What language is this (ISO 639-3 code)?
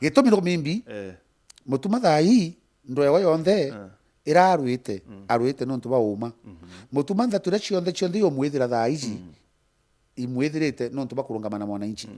mer